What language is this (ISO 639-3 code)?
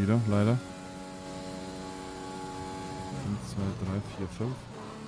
deu